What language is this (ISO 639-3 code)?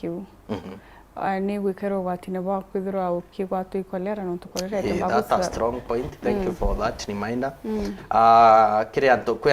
mer